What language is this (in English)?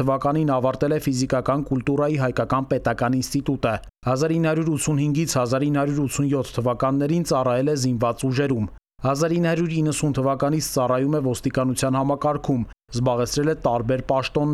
Armenian